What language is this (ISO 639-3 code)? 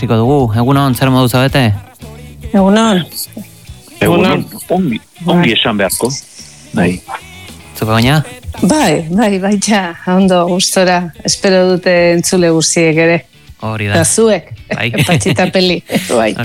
eus